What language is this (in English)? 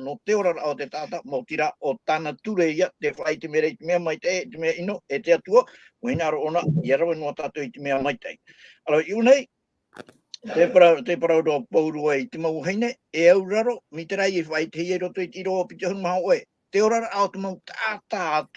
Tahitian